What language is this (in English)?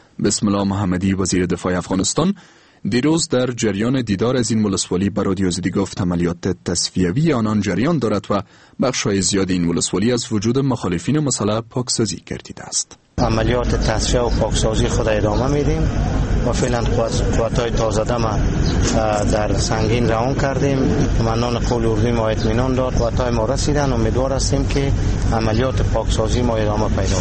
Persian